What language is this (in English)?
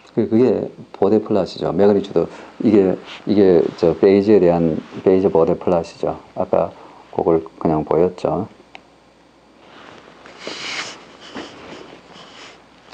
Korean